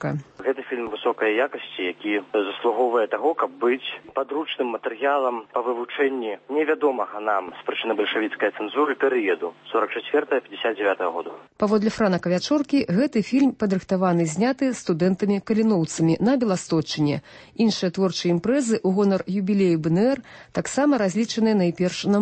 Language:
Belarusian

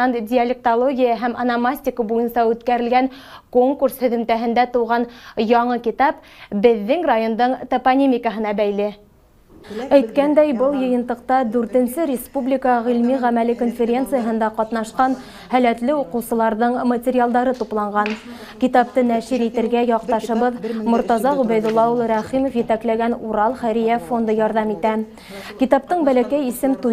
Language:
Bashkir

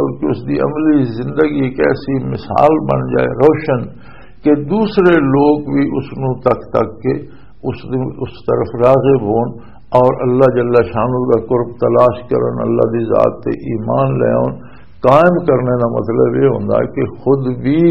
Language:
Western Panjabi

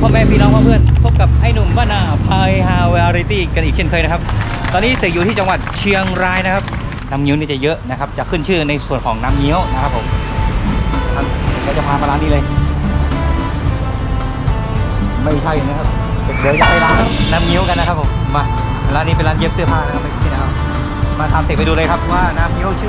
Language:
Thai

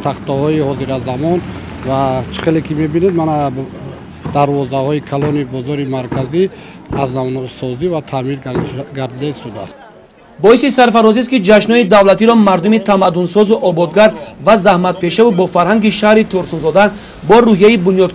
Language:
Tajik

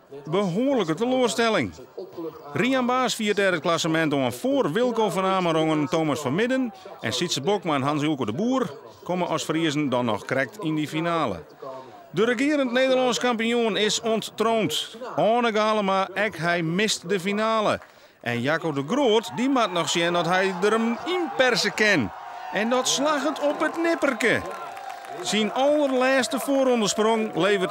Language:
Western Frisian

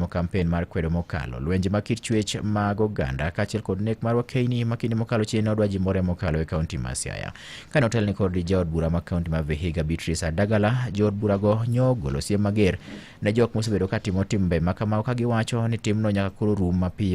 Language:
Luo (Kenya and Tanzania)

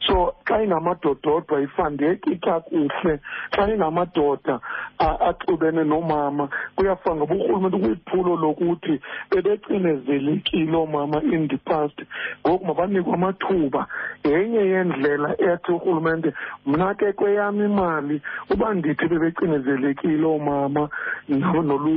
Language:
Xhosa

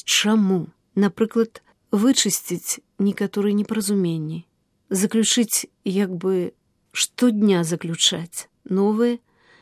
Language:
Belarusian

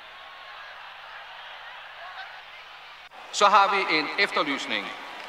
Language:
Danish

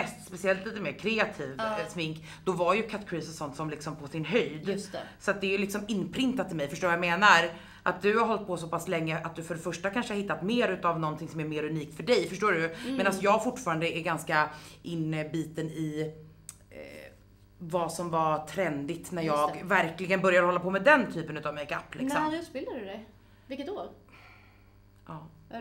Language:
Swedish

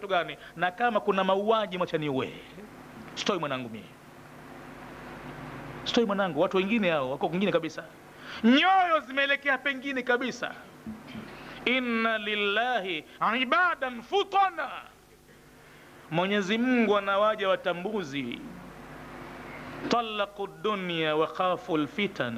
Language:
Swahili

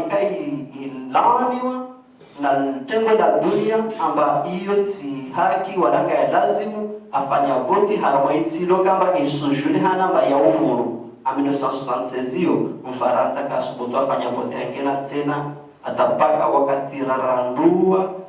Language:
Ngazidja Comorian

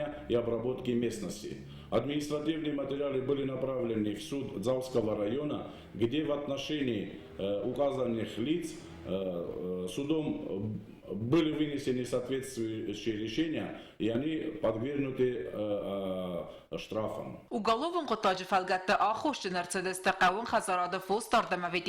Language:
Ossetic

